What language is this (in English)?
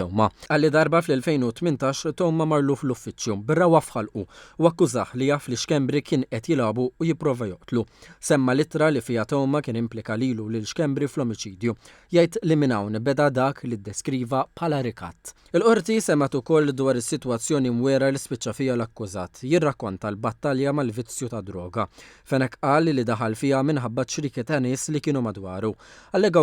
Maltese